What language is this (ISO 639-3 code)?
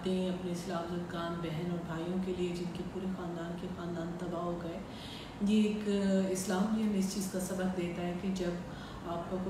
urd